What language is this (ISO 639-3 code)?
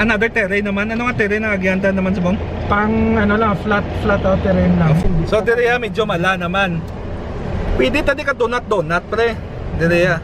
hil